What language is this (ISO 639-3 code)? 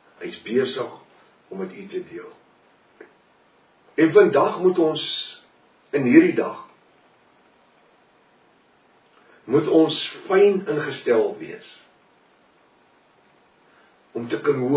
afr